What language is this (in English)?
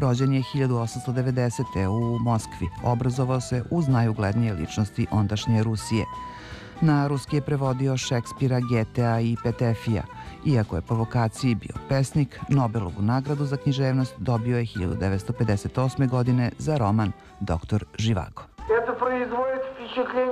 Serbian